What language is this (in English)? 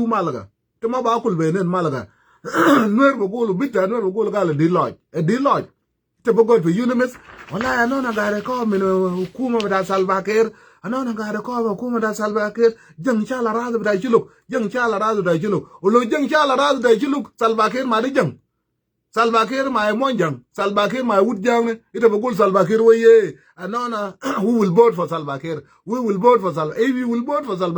Nuer